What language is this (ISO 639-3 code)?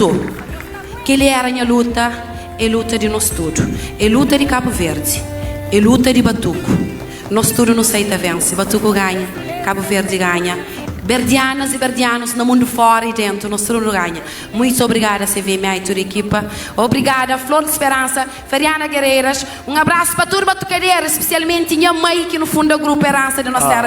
kea